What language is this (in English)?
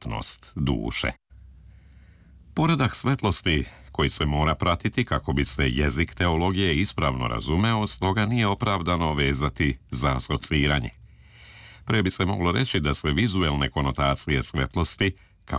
Serbian